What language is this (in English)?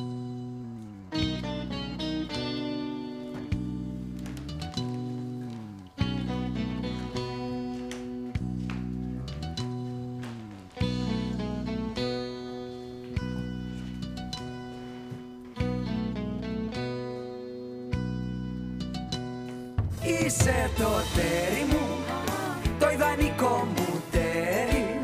Greek